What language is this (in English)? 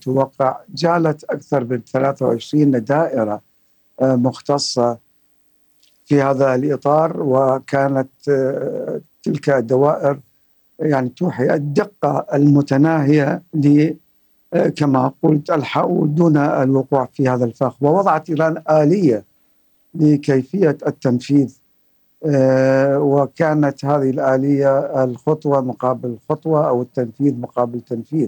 Arabic